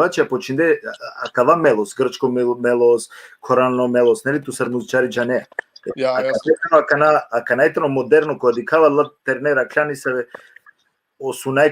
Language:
Balkan Romani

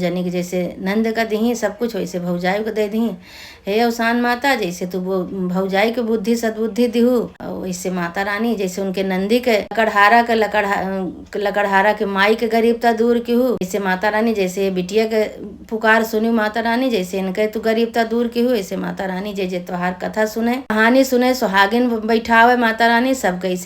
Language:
Awadhi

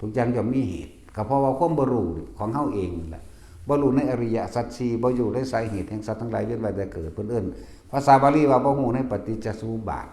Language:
Northeastern Thai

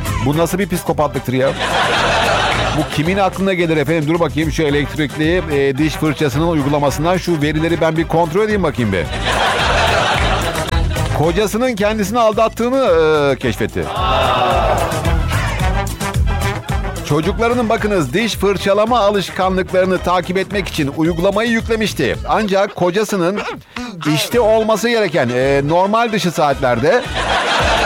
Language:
Turkish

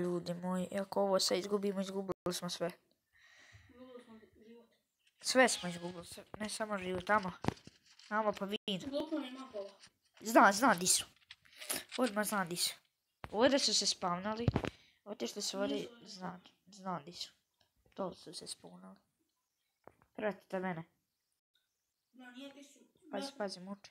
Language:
Croatian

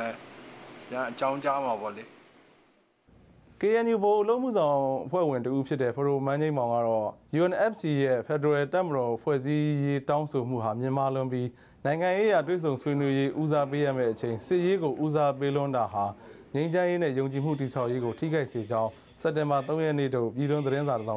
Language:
Burmese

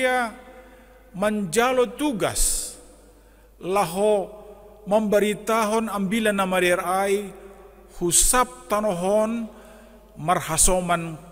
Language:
Batak Simalungun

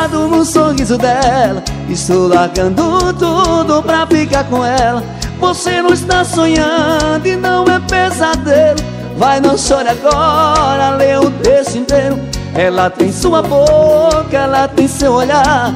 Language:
Portuguese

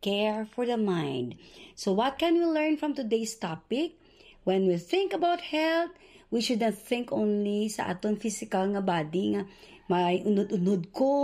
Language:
Hiligaynon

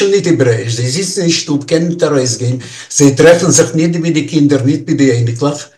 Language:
Yiddish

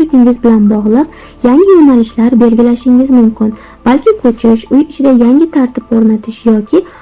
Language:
Uzbek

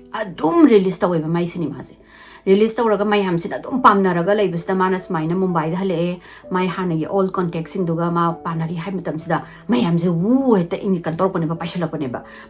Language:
Manipuri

